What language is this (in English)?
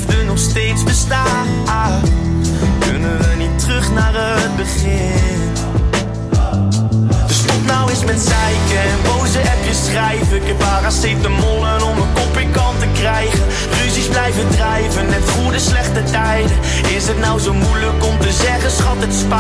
Dutch